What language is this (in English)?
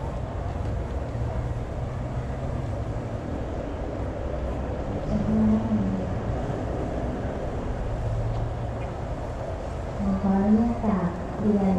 Thai